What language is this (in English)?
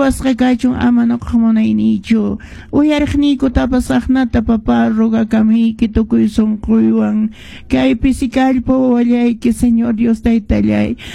Quechua